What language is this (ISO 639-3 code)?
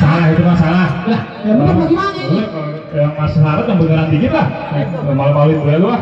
bew